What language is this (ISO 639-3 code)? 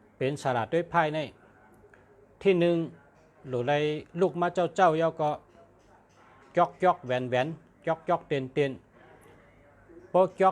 shn